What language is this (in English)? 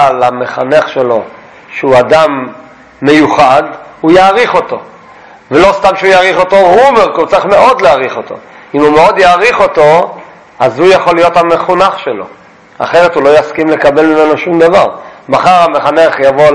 Hebrew